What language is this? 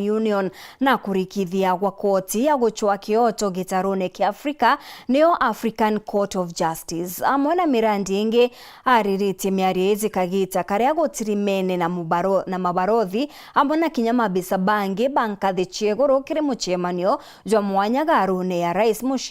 Meru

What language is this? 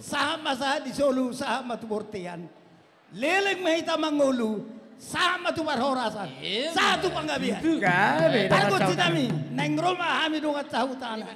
Batak Toba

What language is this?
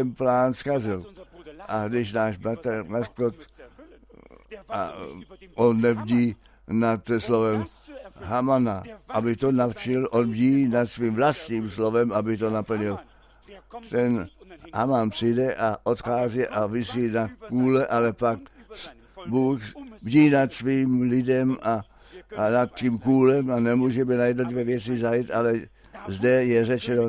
Czech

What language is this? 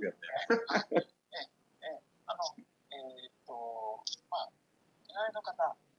Japanese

